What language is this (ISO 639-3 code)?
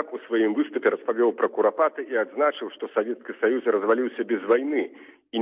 bel